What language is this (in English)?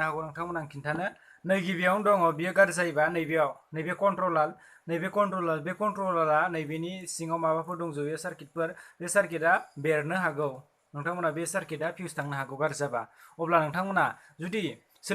Bodo